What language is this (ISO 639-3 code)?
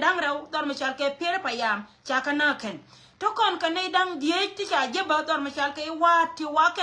nus